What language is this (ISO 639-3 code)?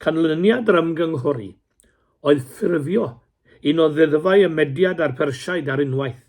cym